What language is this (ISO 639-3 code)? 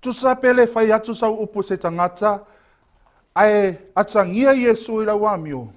smo